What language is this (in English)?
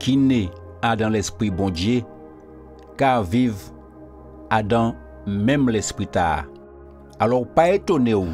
Guadeloupean Creole French